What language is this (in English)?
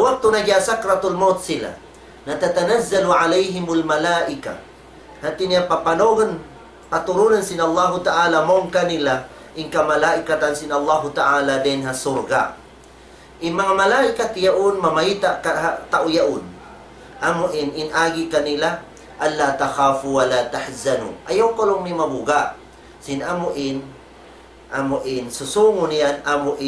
Tausug